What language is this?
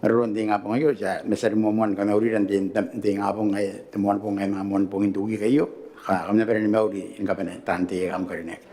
Gilbertese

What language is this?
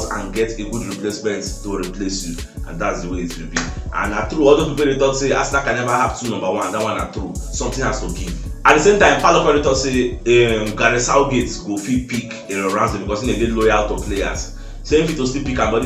Nigerian Pidgin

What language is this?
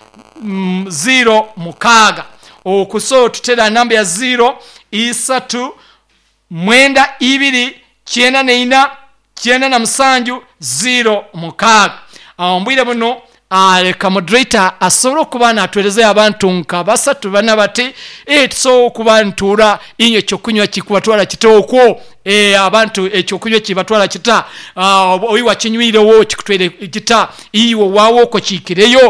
Nyankole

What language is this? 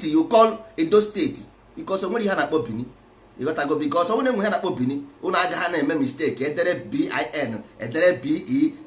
Igbo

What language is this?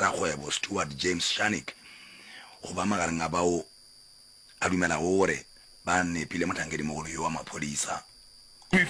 Northern Sotho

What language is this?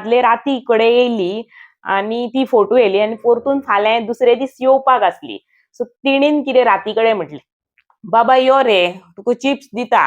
Konkani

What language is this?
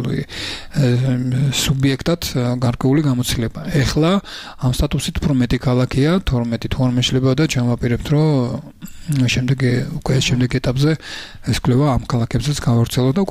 Georgian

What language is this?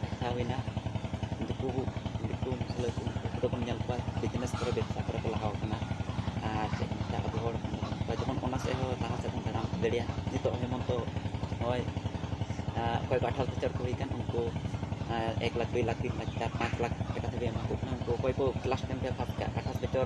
Santali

